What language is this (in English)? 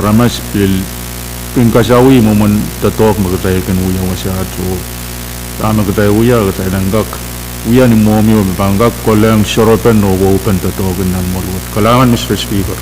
Pohnpeian